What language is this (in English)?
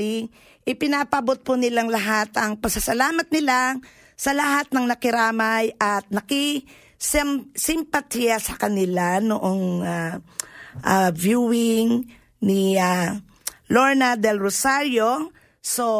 Filipino